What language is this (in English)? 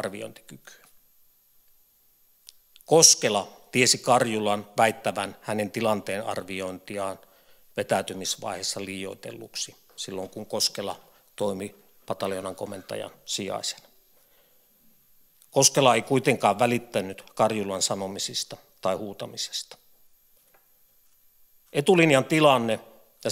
Finnish